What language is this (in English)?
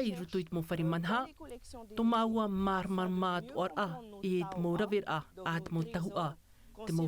Tahitian